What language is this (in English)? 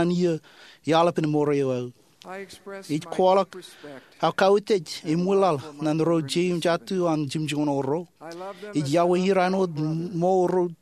Marshallese